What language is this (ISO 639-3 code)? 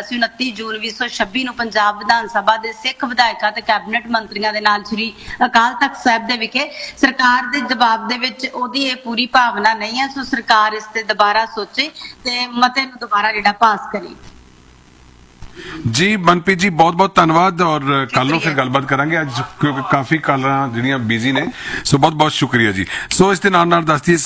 pan